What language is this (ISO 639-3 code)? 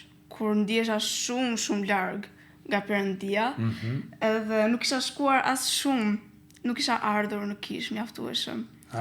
sqi